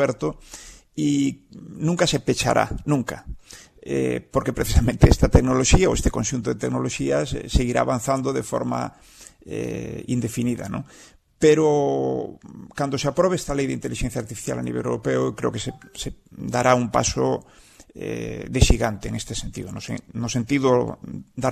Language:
Galician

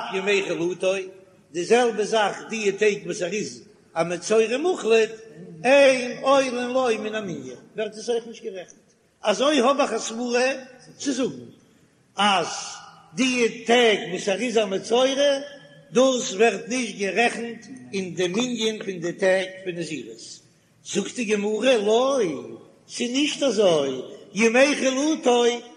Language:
Yiddish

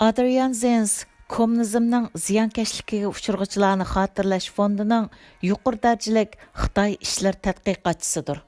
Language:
Uyghur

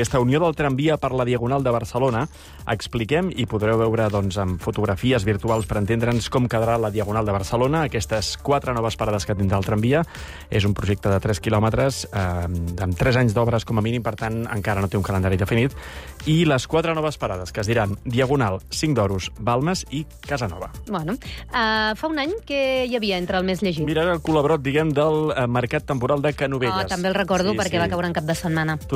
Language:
Catalan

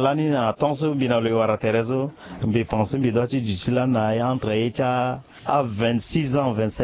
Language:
Sango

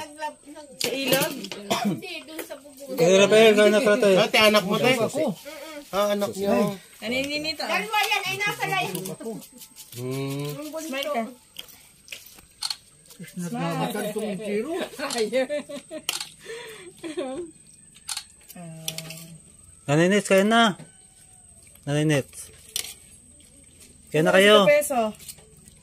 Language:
Filipino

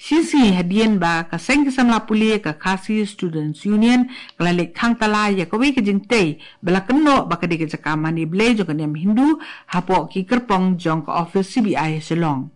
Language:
Khasi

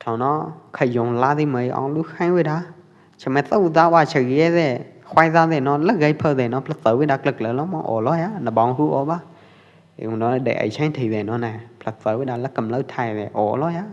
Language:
Pwo Eastern Karen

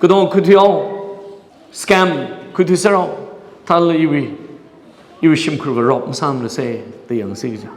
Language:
Tangkhul Naga (India)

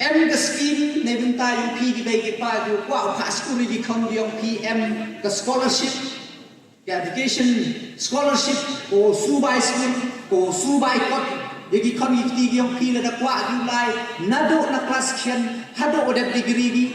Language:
Pnar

